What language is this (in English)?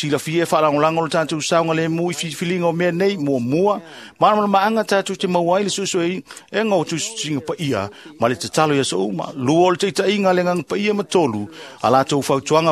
Samoan